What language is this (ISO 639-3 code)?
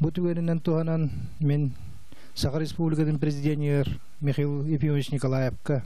sah